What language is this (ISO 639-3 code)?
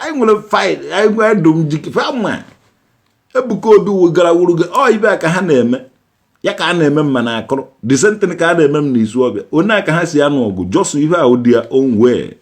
ibo